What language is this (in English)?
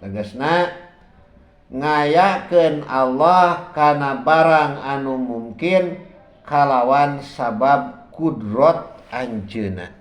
Sundanese